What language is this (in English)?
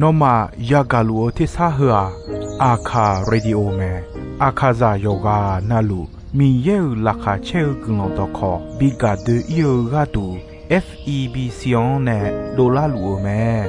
Akha